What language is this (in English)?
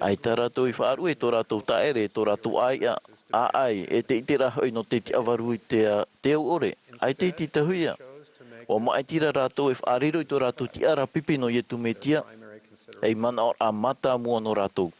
Tahitian